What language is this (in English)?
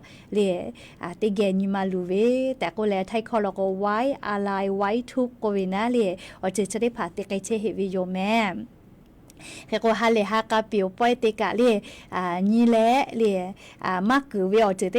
Lahu